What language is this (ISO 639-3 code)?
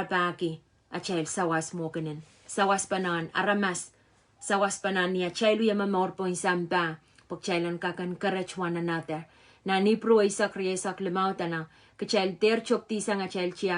pon